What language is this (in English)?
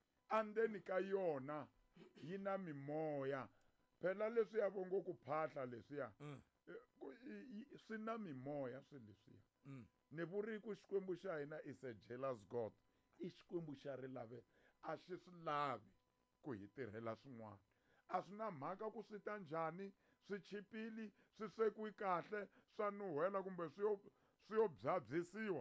Tsonga